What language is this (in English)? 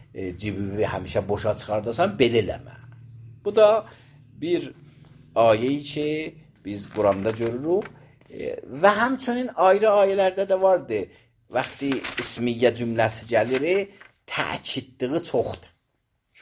Azerbaijani